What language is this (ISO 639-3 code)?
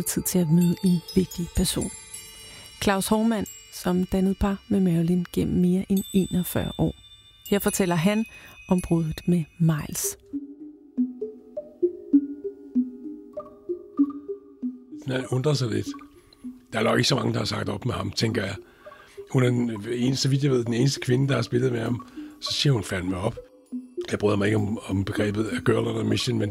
dan